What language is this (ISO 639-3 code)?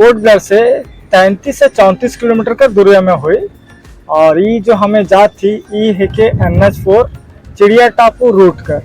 sck